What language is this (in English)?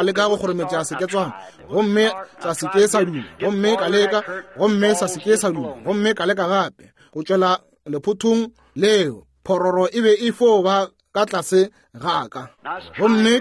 Northern Sotho